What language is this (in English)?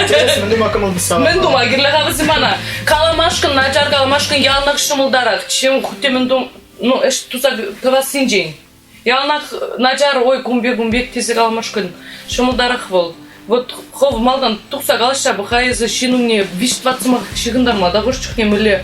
Chuvash